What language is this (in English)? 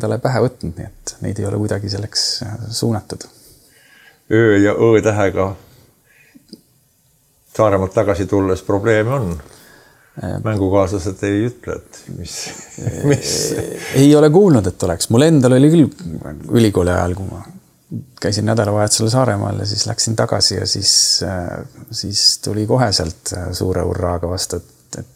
Estonian